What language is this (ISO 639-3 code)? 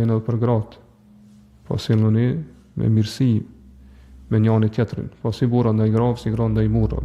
sqi